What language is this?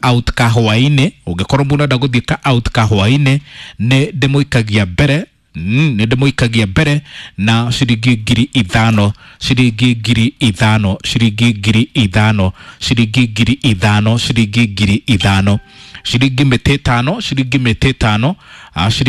Kikuyu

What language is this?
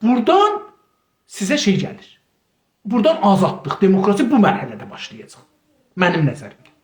South Azerbaijani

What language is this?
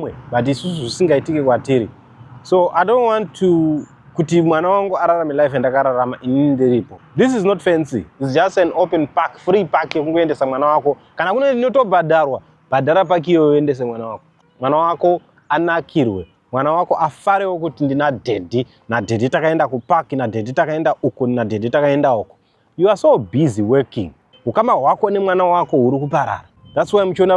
Shona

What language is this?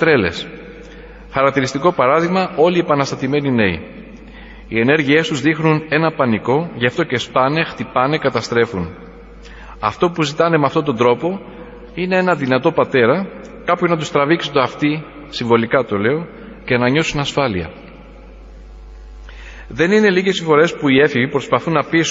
Greek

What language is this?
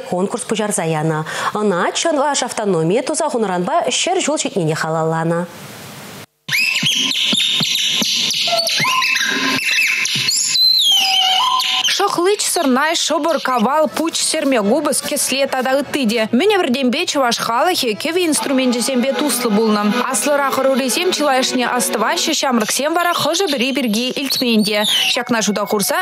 Chuvash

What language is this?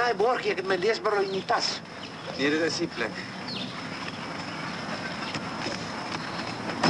Afrikaans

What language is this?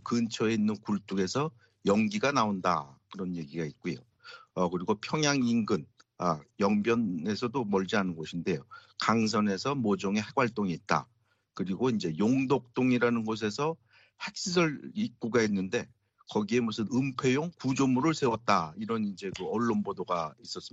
Korean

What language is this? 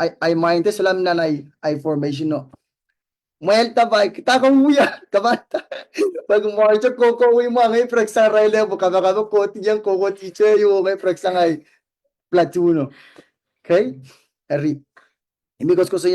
Pohnpeian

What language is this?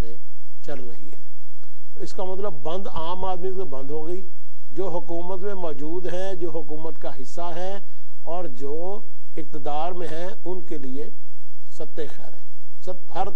Urdu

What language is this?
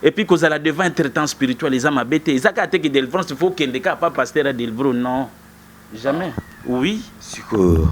Lingala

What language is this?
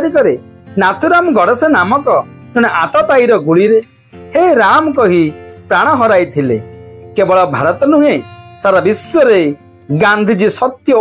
Odia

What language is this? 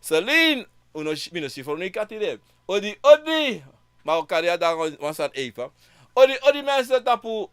Sranan Tongo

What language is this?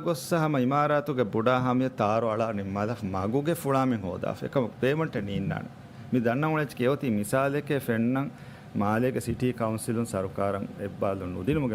Divehi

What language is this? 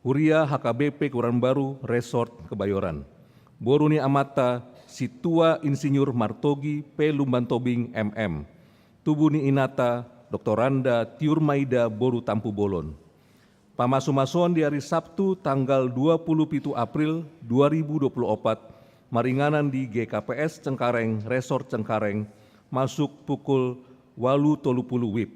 Batak Toba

